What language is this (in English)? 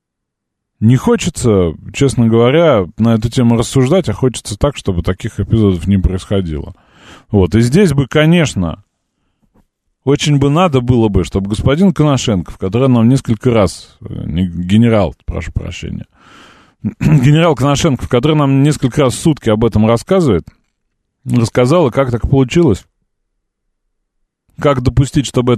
Russian